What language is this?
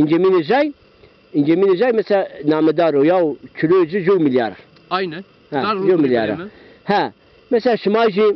Zaza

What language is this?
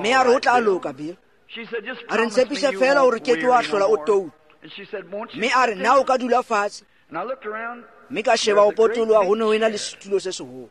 Tswana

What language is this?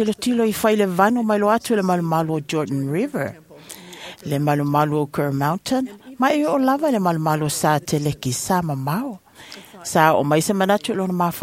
Samoan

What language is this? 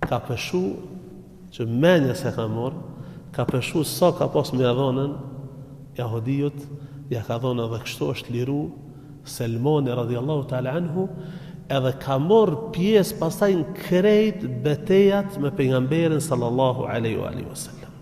Albanian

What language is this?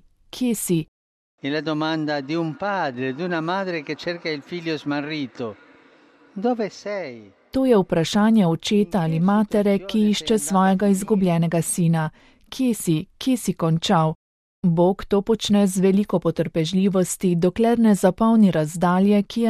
Slovenian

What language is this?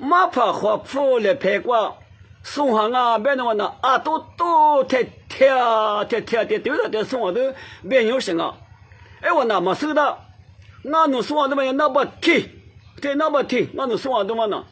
Lisu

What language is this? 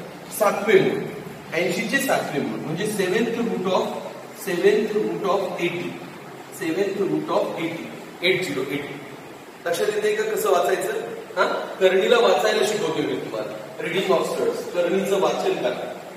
Marathi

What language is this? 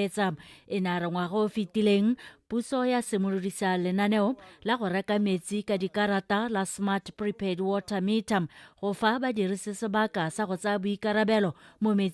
Tswana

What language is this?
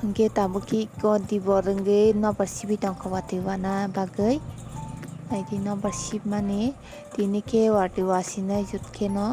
Kok Borok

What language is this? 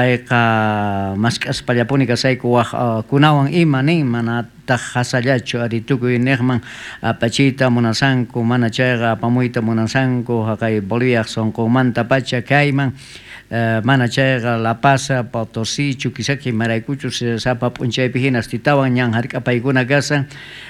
South Bolivian Quechua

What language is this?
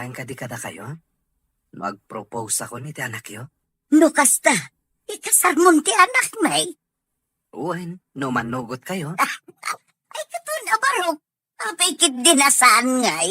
Iloko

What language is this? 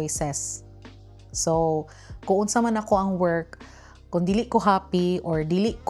Cebuano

